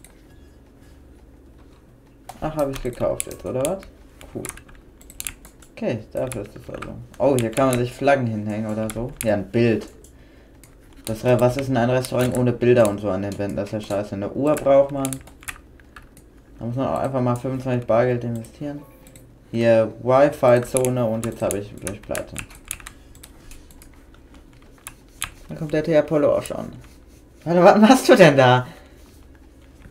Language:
German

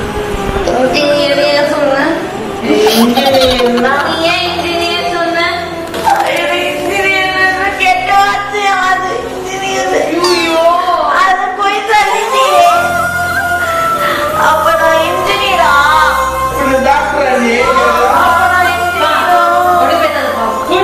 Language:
Tamil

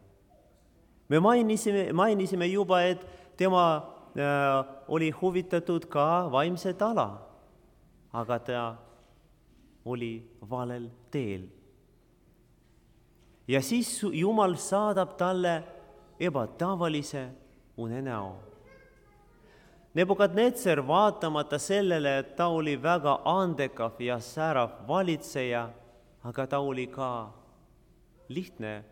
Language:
Estonian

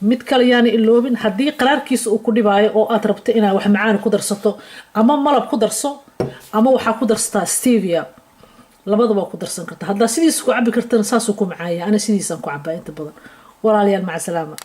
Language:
Somali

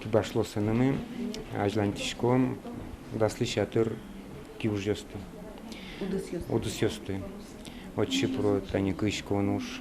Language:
Udmurt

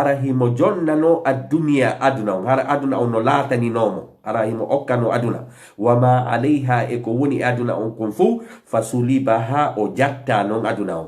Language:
Fula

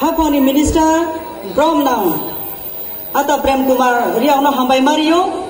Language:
Riang (India)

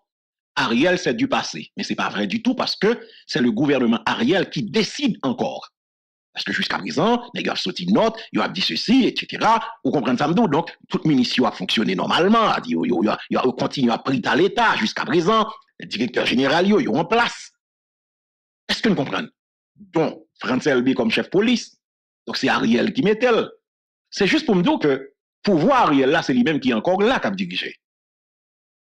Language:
French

